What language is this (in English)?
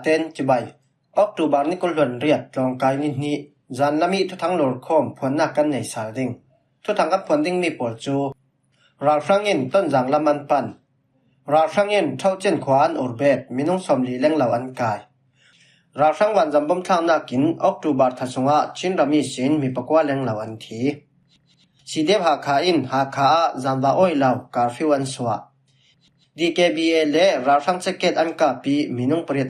Falam Chin